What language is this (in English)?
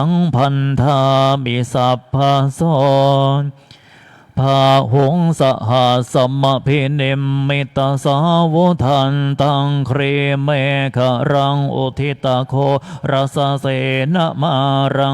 Pali